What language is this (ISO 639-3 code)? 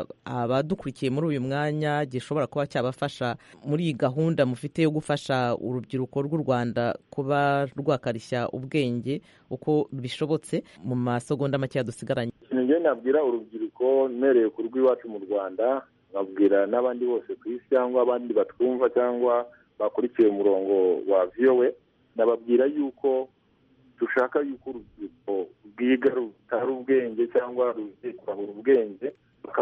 kin